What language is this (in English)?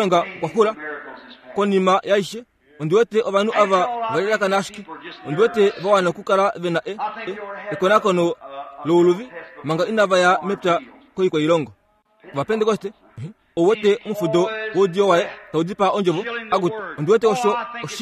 Kuanyama